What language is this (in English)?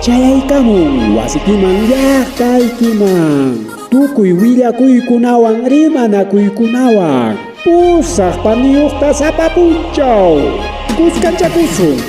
Ayacucho Quechua